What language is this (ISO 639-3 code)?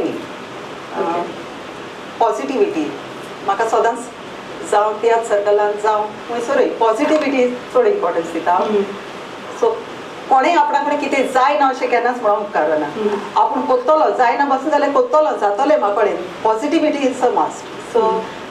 kok